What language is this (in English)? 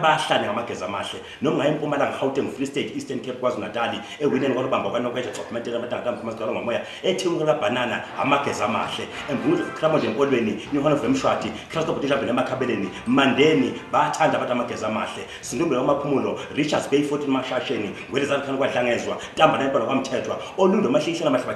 Zulu